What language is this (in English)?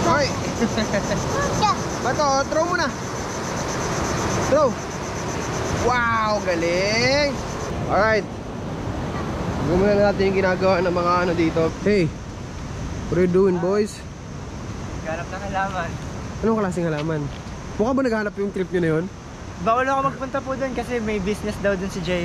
Filipino